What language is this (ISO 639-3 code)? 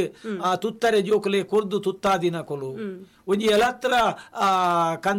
tcy